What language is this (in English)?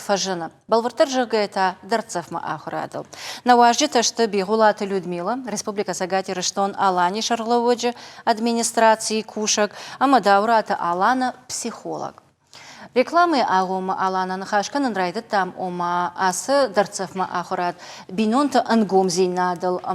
Ossetic